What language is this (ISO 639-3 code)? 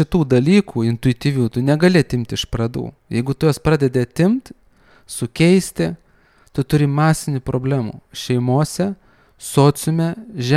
lit